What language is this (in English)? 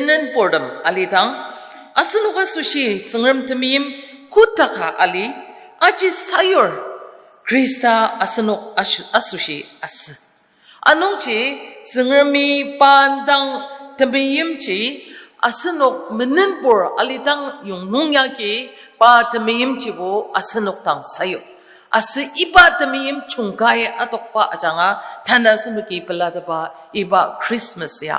Ao Naga